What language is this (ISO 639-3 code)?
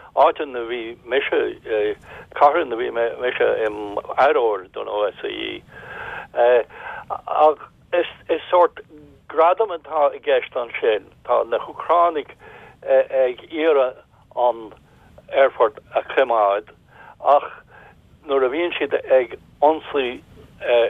gle